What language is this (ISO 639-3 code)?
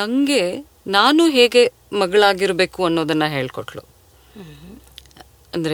kan